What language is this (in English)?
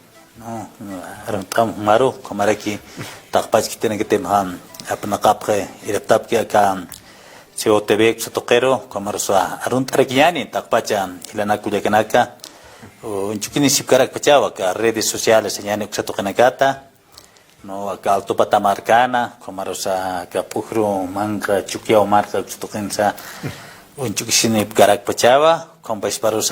Aymara